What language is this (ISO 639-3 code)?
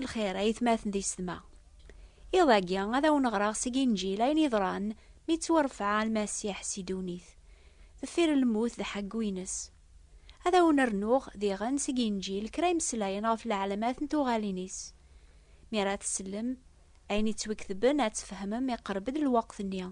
kab